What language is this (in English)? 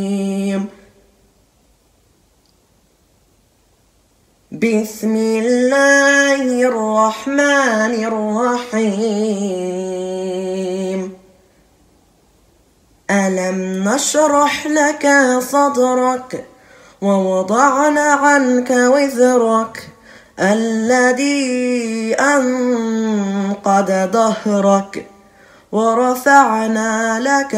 Arabic